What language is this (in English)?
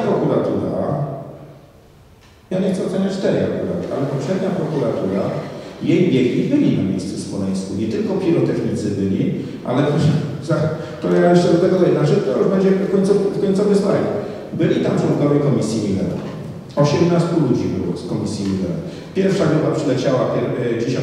Polish